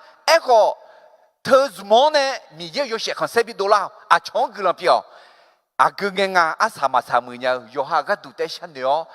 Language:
Akha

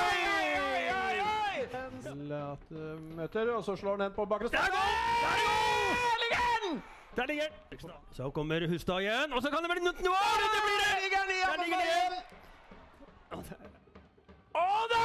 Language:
Norwegian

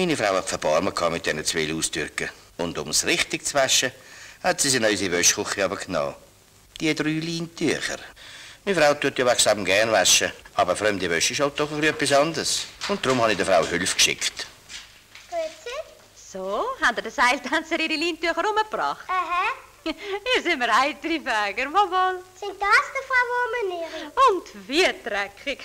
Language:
Swiss German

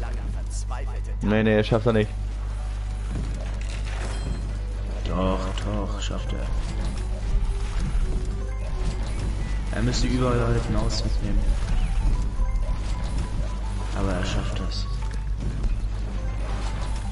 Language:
German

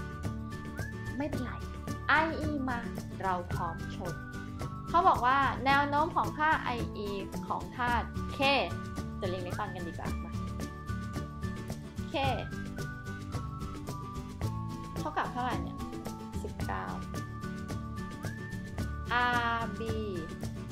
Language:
Thai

